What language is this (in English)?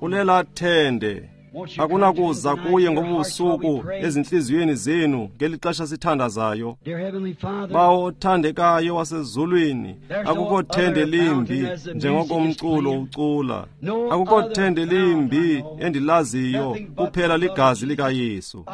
Xhosa